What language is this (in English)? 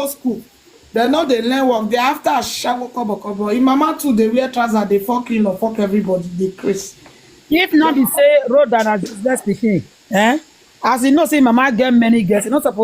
Nigerian Pidgin